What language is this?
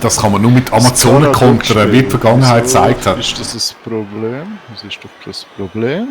Swiss German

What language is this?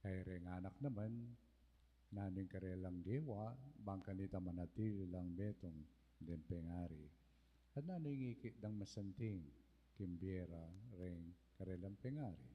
Pampanga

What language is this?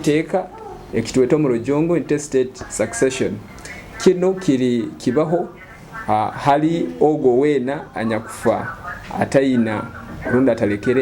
Nyoro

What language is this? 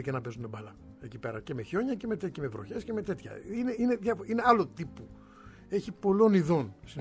Greek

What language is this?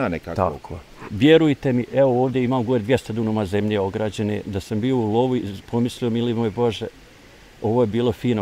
Bosnian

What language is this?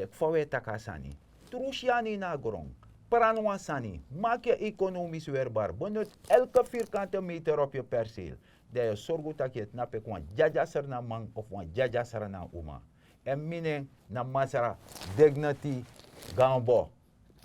Sranan Tongo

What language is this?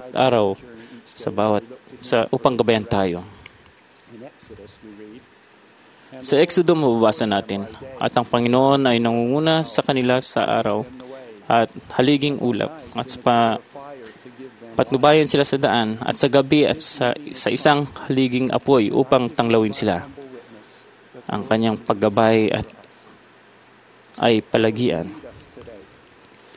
Filipino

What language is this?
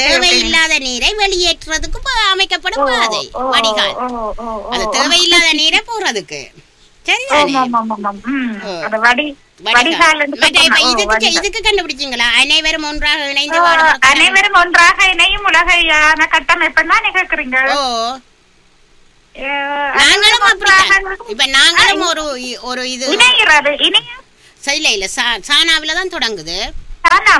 Tamil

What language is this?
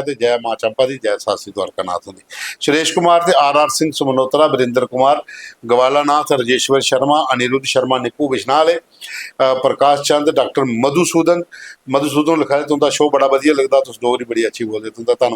Dogri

